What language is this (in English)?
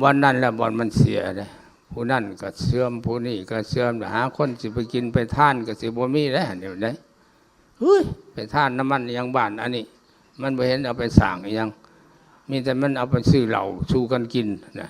Lao